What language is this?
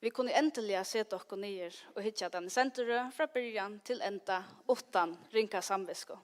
Faroese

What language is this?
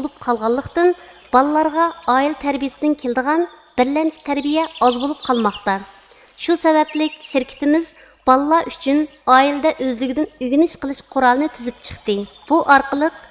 Uyghur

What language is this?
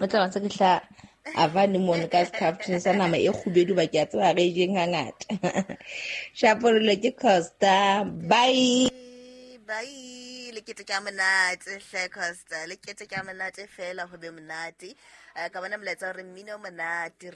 Southern Sotho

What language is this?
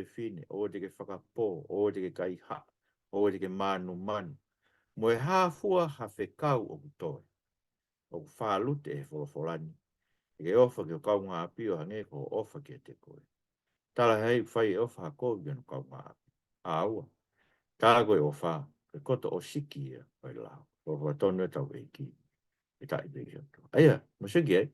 Tongan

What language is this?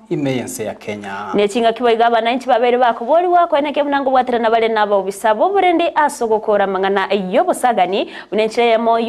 Gusii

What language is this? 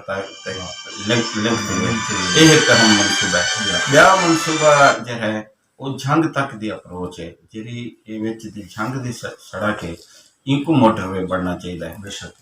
Saraiki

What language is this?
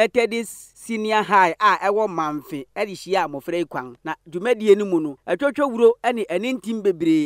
Akan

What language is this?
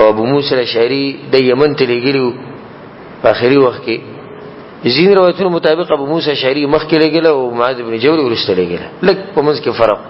Pashto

